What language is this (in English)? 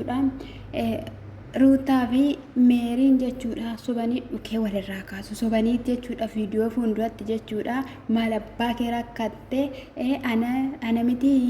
Oromo